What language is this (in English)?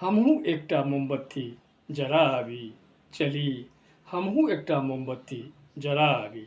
Maithili